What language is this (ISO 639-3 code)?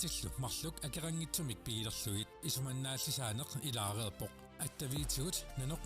kal